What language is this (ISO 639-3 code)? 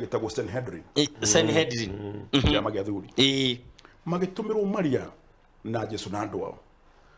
kik